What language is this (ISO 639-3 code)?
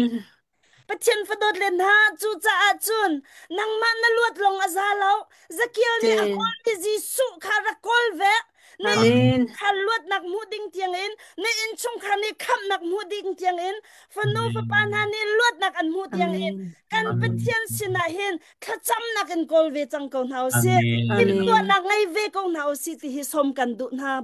cnh